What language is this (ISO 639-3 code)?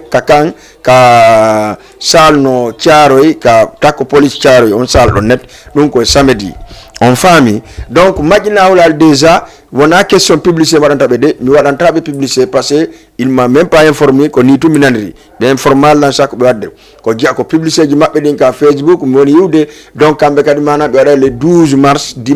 ful